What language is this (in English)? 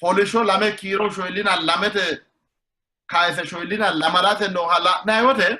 Sidamo